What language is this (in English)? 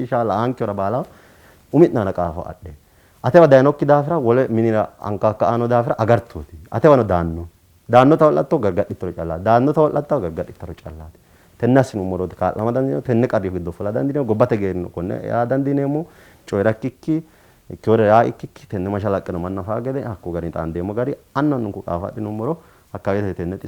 Sidamo